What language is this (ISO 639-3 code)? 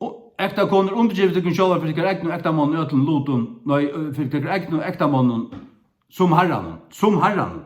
fao